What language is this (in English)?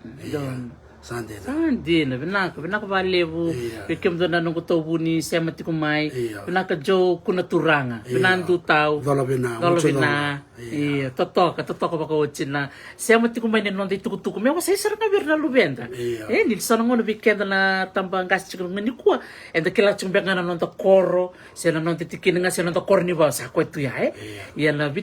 Fijian